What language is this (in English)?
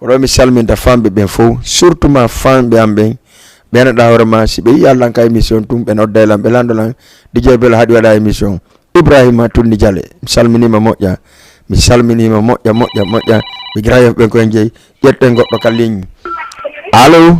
Fula